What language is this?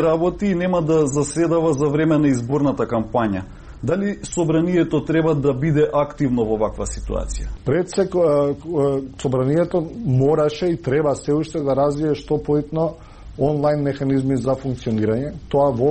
Macedonian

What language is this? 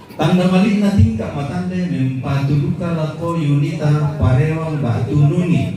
Toraja-Sa'dan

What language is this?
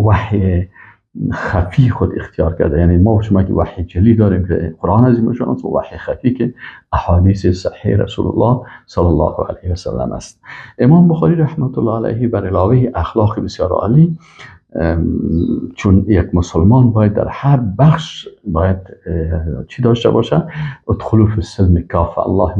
Persian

